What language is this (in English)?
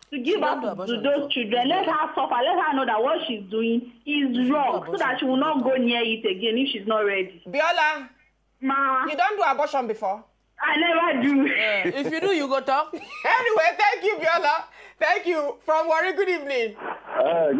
Nigerian Pidgin